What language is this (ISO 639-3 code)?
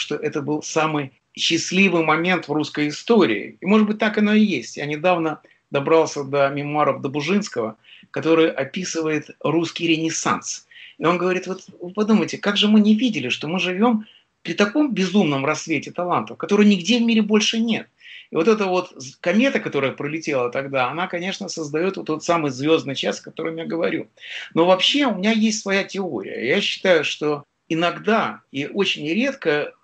rus